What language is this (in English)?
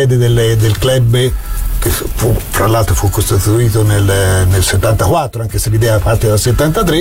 Italian